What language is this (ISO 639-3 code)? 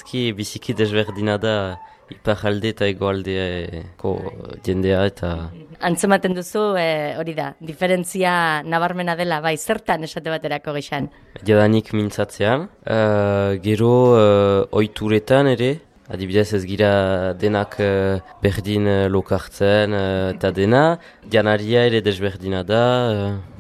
eus